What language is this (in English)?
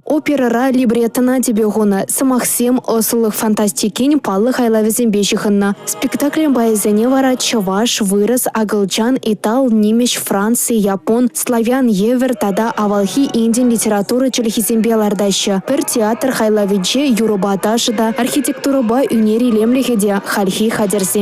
Chuvash